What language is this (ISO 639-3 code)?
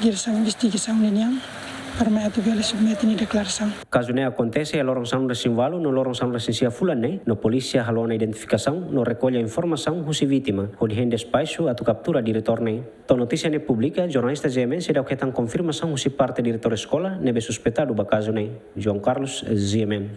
tet